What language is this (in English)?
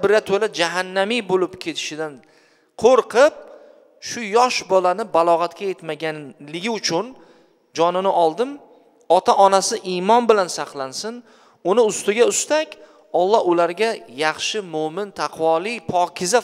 Uzbek